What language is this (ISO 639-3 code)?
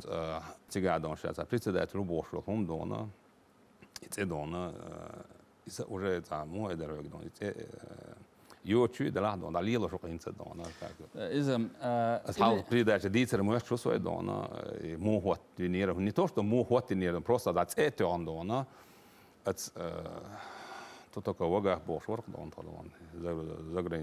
che